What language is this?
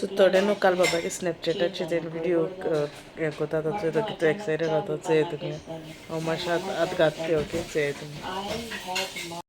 Konkani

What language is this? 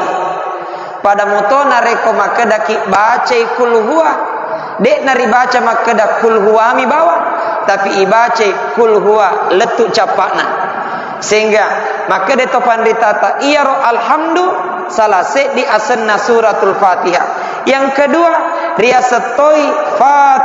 Buginese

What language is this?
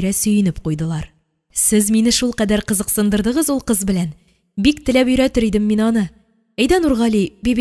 Tatar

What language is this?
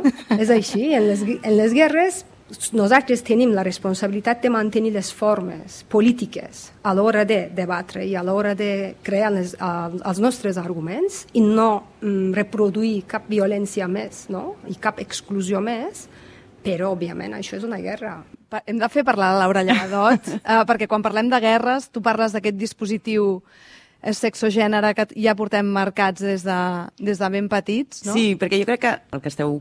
Catalan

